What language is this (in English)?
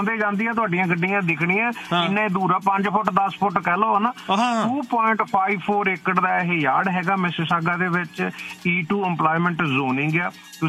Punjabi